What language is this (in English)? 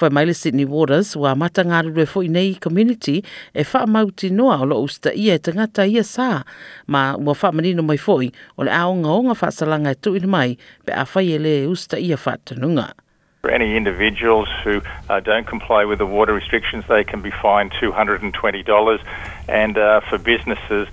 Samoan